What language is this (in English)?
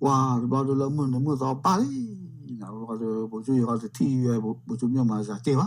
S'gaw Karen